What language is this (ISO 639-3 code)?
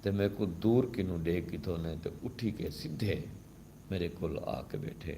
skr